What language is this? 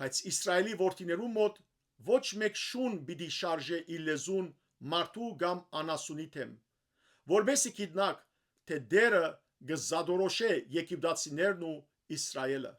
Western Armenian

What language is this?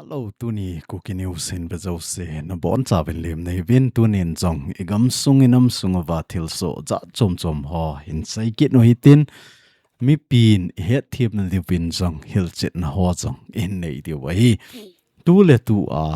Thado Chin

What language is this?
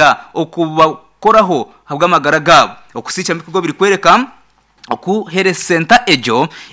Nyankole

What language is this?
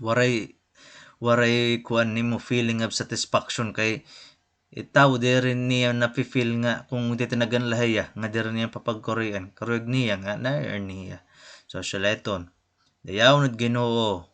Waray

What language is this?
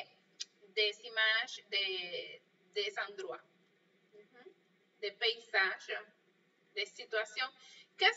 French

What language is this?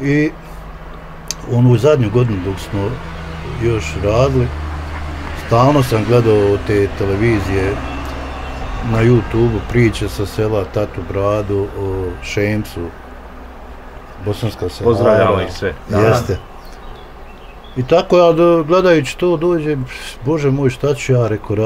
Bosnian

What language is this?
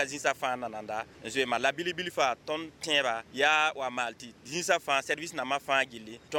Mossi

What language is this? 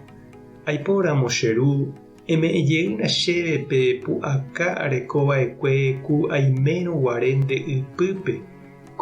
Guarani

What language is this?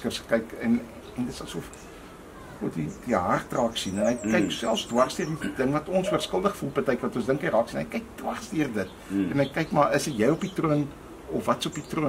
Afrikaans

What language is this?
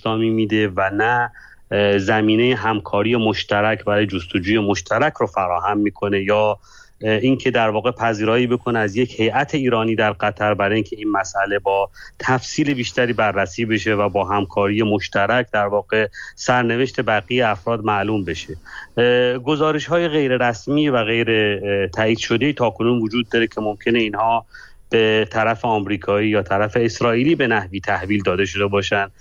Persian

